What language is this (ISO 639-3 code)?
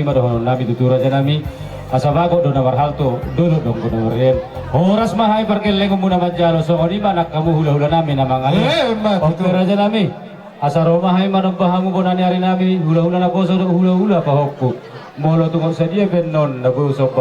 bbc